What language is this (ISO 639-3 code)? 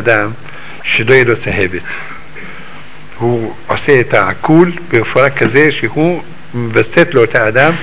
heb